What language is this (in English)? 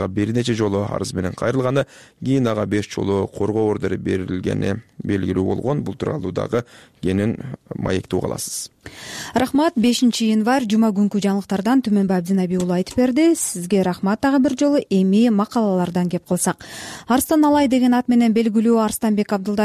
Kyrgyz